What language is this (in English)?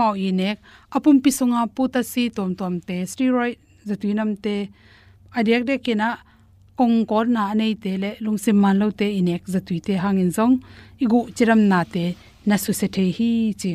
Tedim Chin